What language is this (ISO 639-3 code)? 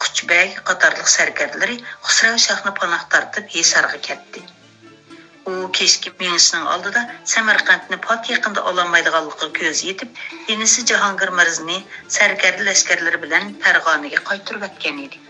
uig